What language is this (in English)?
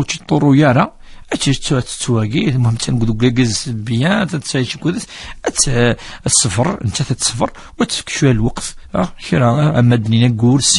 Kabyle